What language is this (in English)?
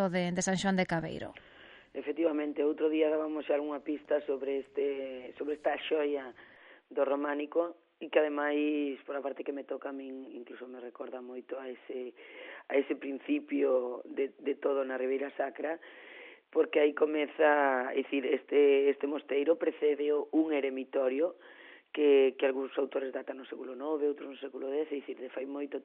Galician